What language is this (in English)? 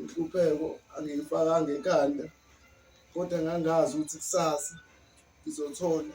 Zulu